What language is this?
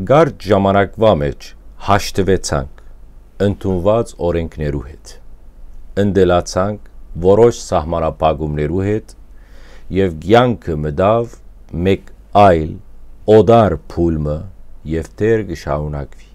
Western Armenian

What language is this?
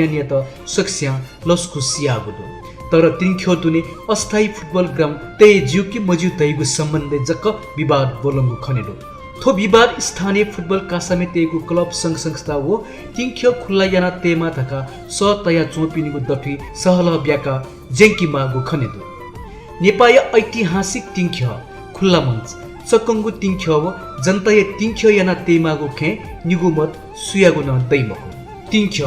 Newari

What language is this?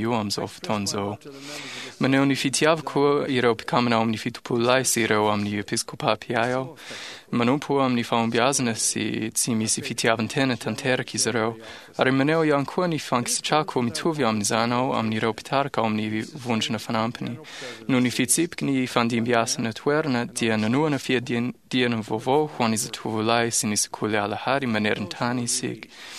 Malagasy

